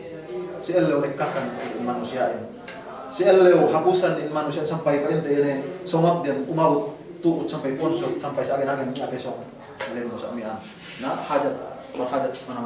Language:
Yakan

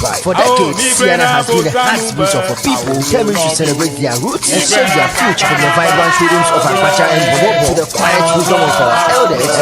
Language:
Ewe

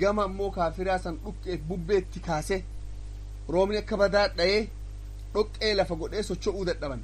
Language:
Oromo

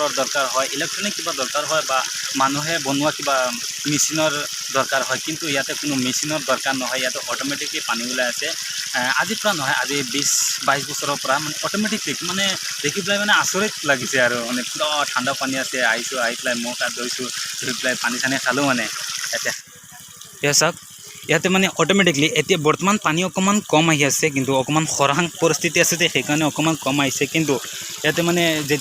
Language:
Assamese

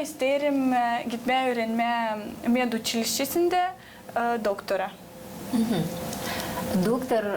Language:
Gagauz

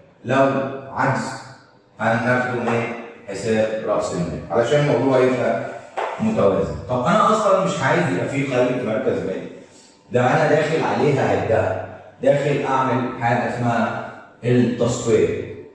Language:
Egyptian Arabic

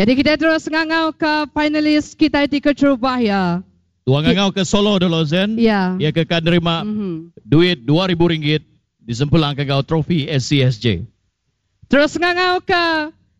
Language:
Iban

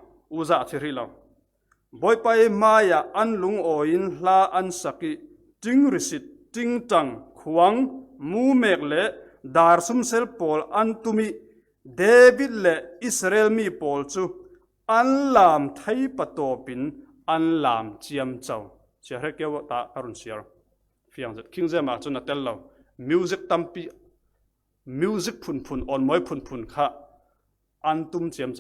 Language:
Falam Chin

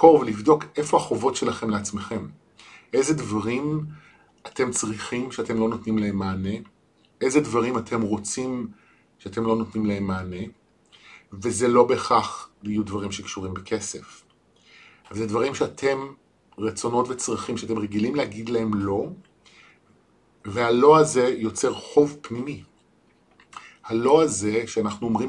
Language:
Hebrew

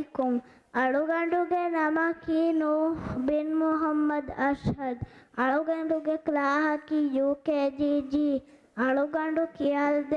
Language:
Divehi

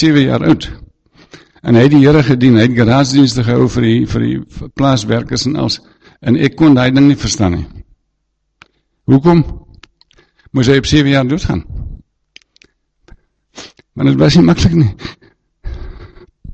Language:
Afrikaans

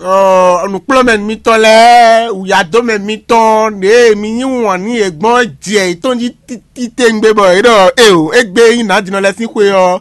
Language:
Fon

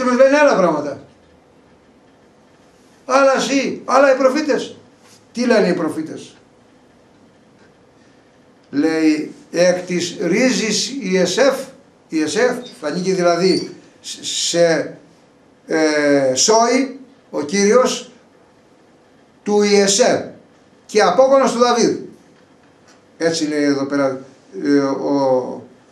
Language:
Greek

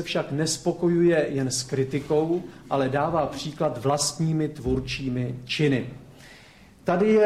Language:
Czech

